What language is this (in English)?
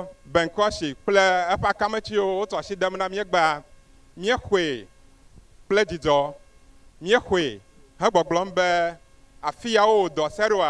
Ewe